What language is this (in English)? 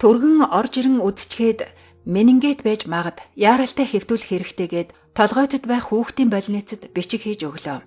Mongolian